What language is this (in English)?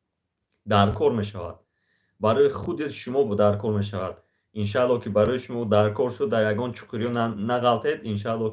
Tajik